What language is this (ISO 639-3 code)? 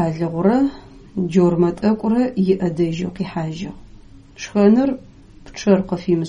ady